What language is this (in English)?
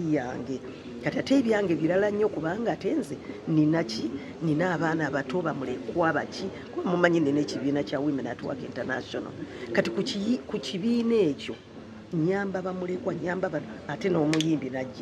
Ganda